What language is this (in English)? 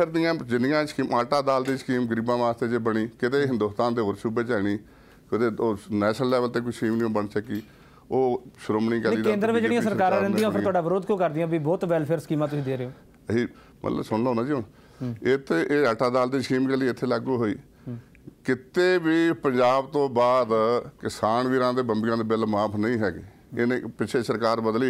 Punjabi